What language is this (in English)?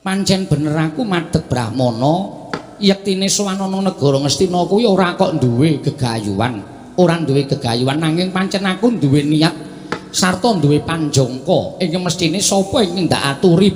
Javanese